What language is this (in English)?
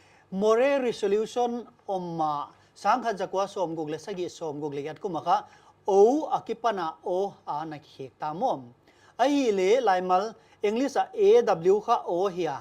Paite Chin